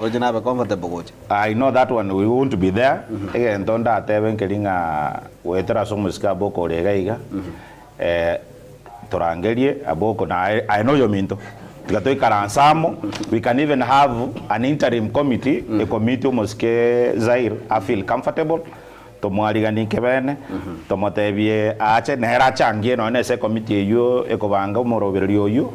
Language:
Gusii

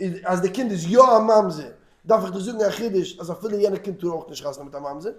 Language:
Yiddish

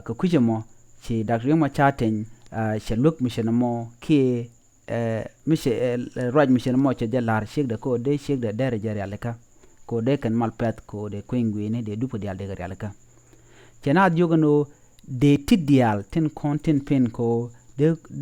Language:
Nuer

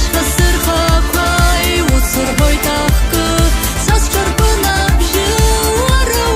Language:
Abkhazian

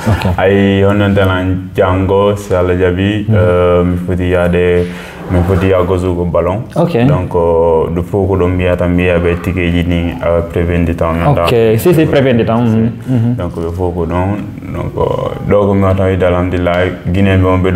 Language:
Fula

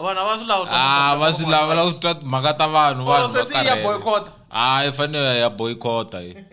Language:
Tsonga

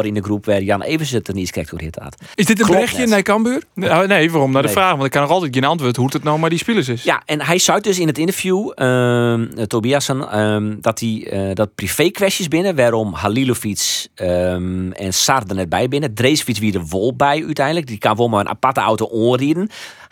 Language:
Western Frisian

